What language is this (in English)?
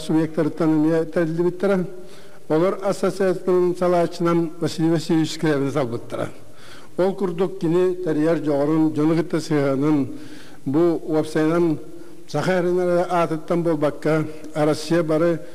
Yakut